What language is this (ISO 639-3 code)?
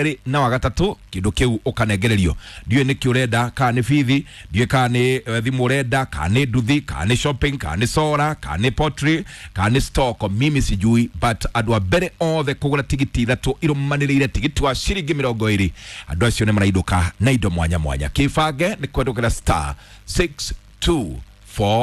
kik